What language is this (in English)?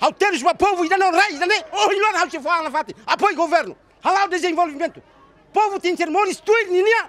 Tetum